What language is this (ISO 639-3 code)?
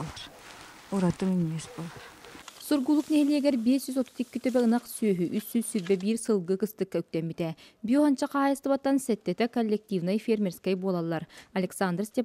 sah